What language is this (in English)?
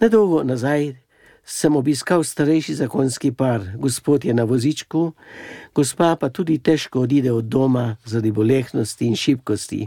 Slovenian